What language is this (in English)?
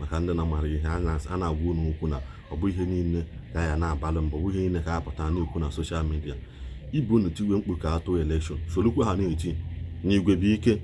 Igbo